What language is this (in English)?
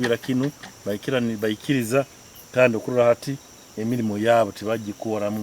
Nyankole